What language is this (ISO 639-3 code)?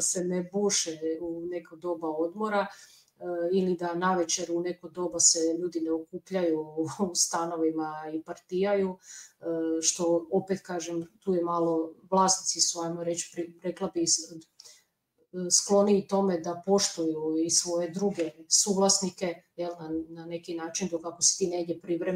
hrv